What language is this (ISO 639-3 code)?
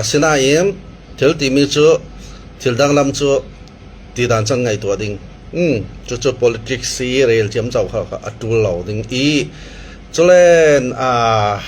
cfm